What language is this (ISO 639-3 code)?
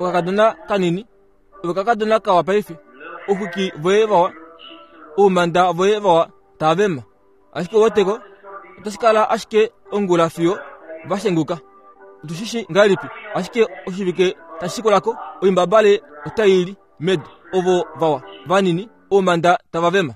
kua